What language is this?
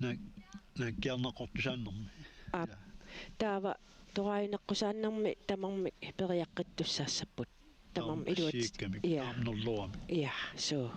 Kalaallisut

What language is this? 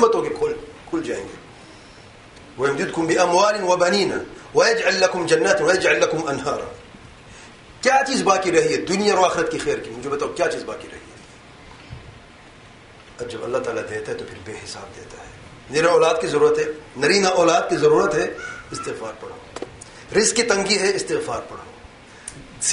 Urdu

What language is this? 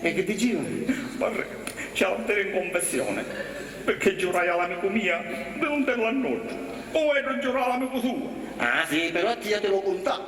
Sicilian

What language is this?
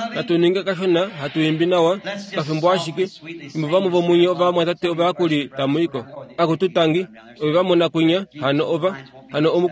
Kuanyama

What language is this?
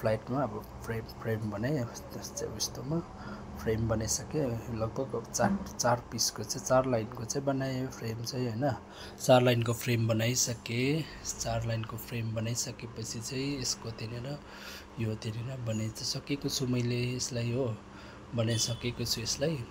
Nepali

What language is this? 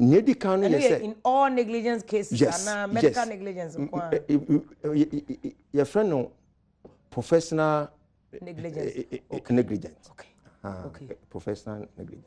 Akan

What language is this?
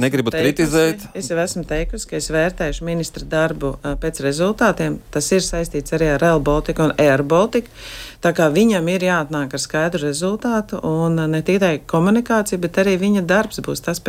Latvian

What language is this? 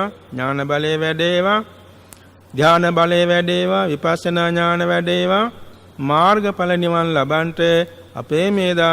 Sinhala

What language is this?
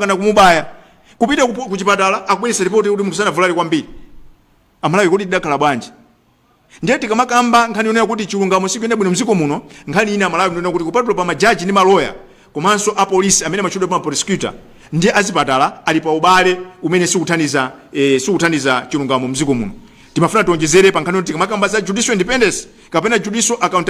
Nyanja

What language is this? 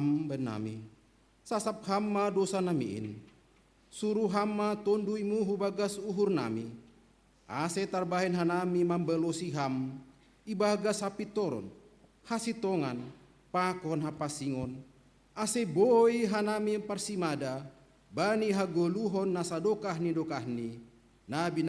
Batak Simalungun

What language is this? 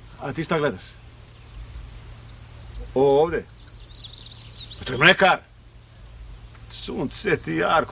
Serbian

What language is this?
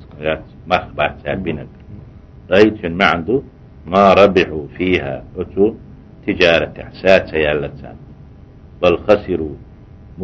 Chechen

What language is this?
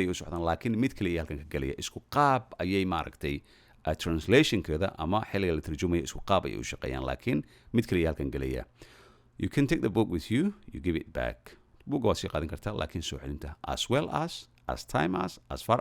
Somali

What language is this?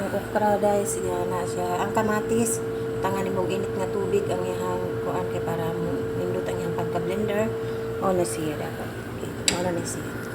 Cebuano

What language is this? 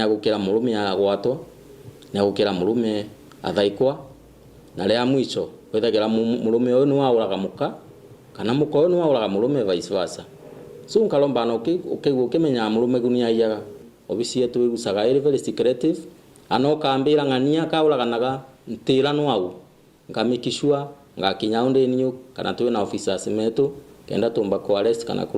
Meru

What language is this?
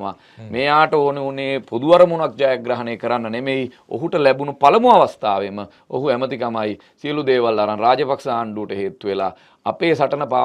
Sinhala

